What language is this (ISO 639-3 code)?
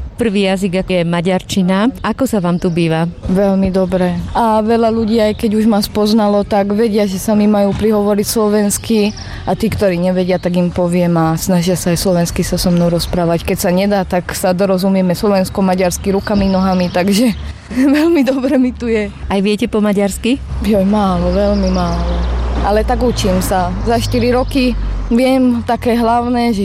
slk